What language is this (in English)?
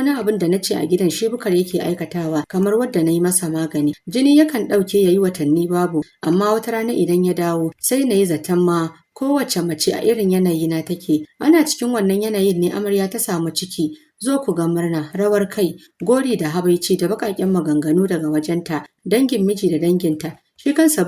Hausa